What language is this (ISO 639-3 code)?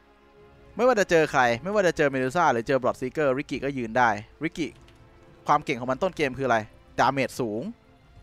tha